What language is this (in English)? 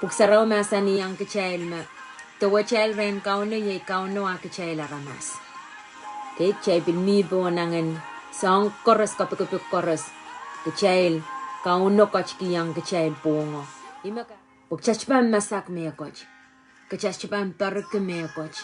Pohnpeian